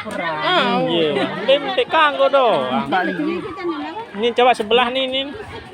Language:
Sasak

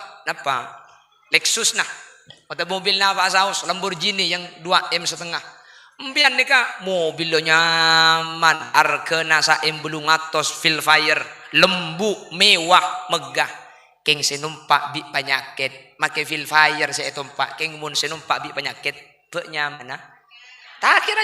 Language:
Madurese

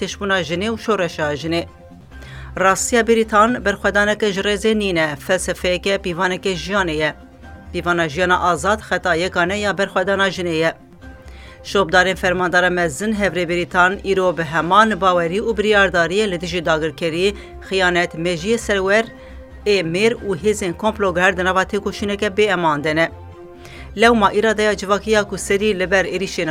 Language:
Kurdish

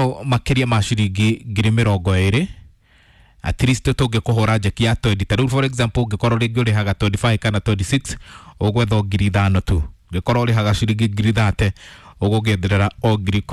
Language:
Kikuyu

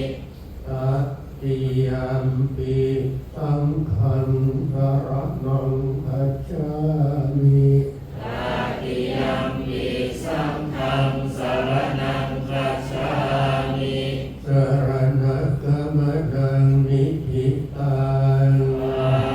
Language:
Pali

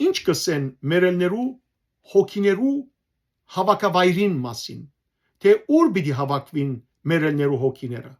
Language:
Western Armenian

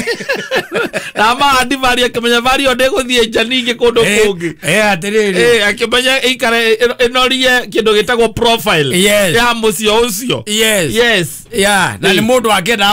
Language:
Kikuyu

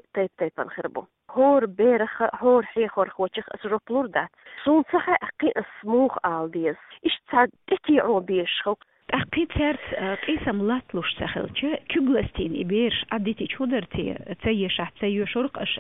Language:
Chechen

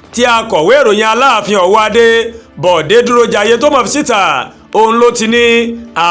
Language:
Yoruba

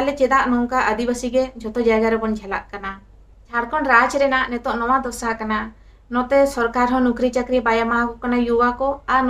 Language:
Santali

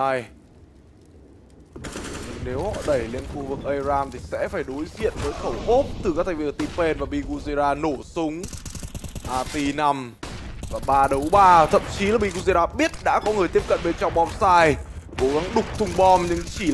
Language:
Vietnamese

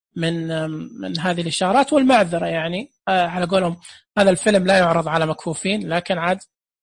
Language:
Najdi Arabic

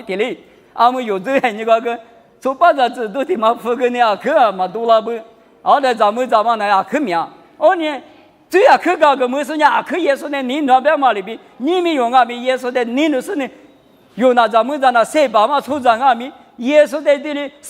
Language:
Lisu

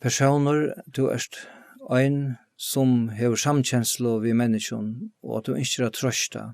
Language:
Faroese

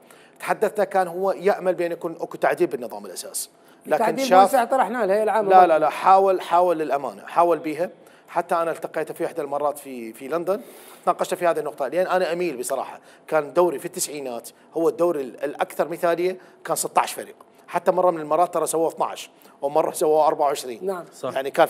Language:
Mesopotamian Arabic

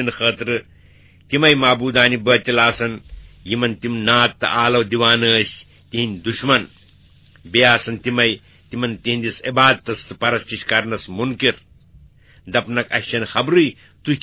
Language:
Kashmiri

